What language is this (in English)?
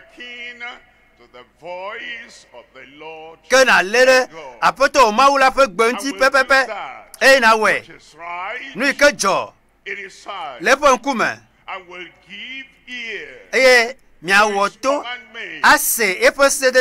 Ewe